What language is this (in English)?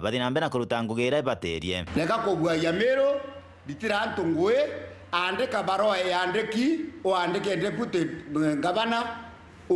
Meru